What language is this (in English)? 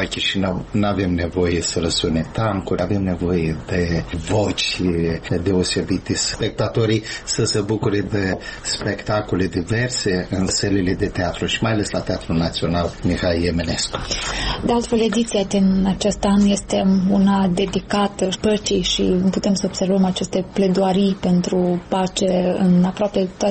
Romanian